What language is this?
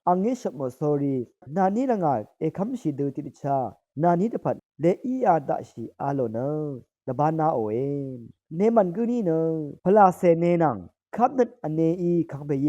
Rawang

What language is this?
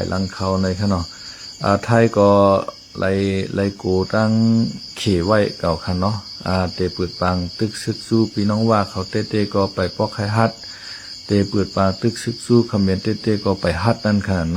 Shan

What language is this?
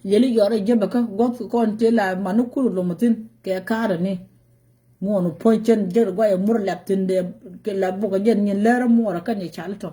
Nuer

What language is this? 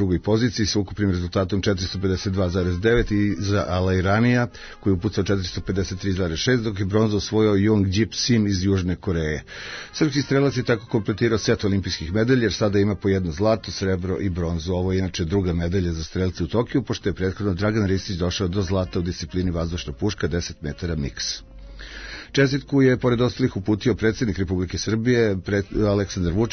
Serbian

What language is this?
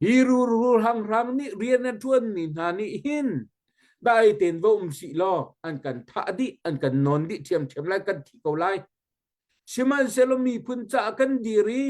Hakha Chin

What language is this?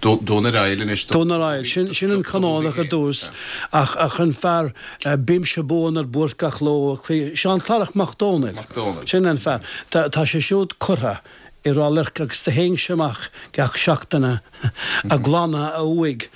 Irish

